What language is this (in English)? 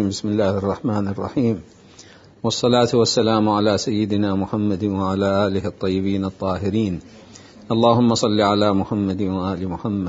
Mesopotamian Arabic